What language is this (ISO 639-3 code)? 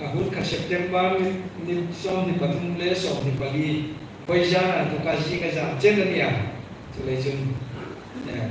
hmr